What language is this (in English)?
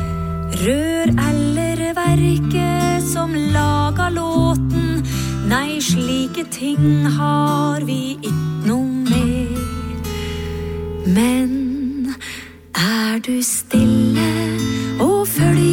Norwegian